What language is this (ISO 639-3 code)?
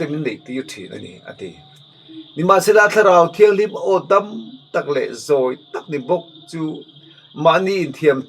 lus